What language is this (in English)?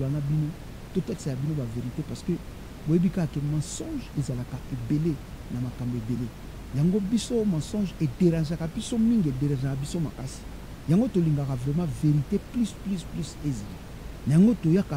Lingala